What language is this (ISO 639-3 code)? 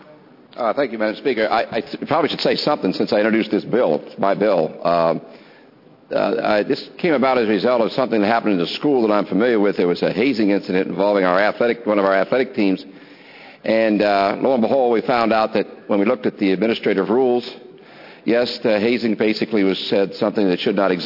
eng